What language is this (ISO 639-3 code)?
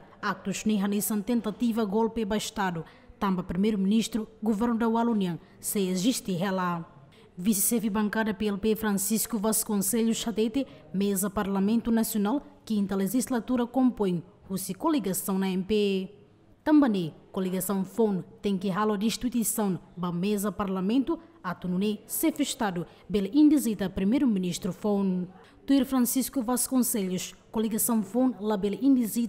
tet